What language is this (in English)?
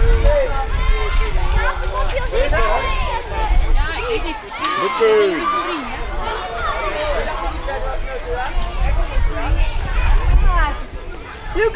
Dutch